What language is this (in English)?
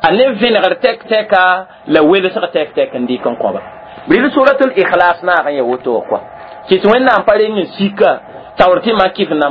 Mossi